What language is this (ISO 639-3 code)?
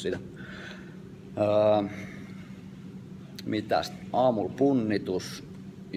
fin